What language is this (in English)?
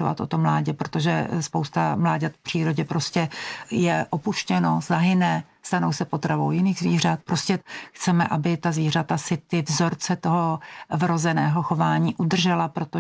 Czech